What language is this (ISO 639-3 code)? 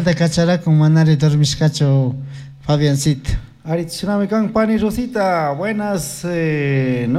qug